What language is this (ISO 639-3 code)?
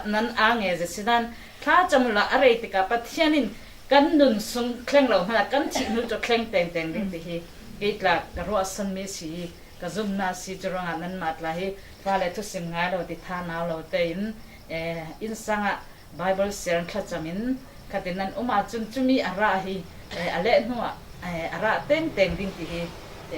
cfm